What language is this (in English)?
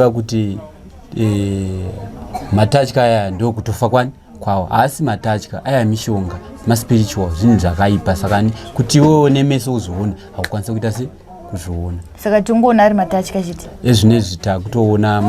Shona